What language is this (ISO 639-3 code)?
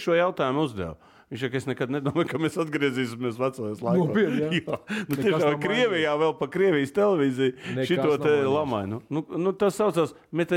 lav